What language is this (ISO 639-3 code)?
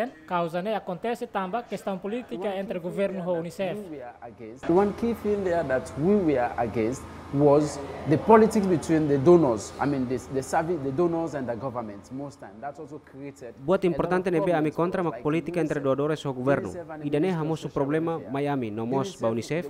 tet